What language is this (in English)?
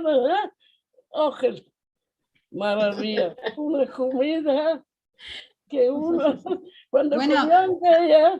Ladino